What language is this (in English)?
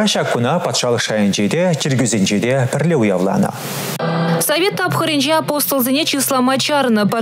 Chuvash